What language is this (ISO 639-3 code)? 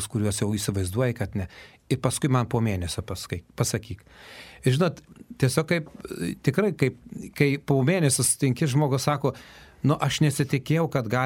lit